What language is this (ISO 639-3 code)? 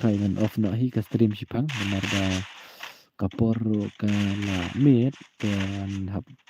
kha